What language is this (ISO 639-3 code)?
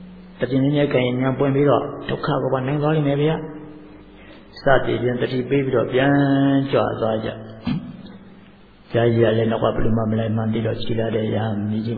mya